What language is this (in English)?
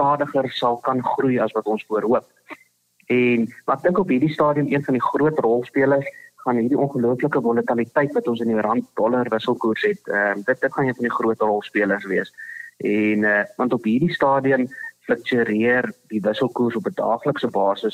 Afrikaans